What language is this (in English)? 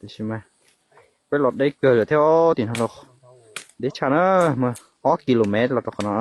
Hmong